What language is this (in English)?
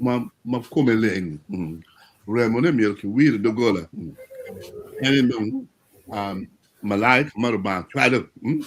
Acoli